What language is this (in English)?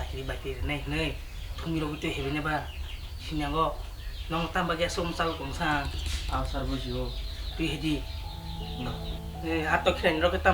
Kok Borok